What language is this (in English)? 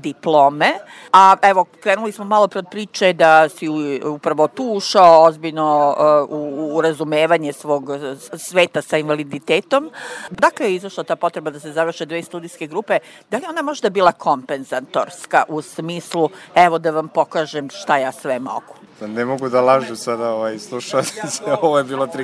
Serbian